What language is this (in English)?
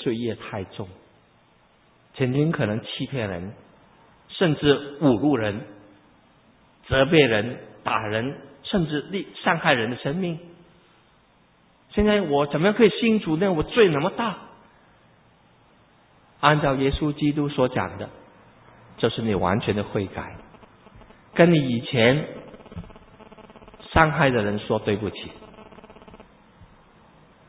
Chinese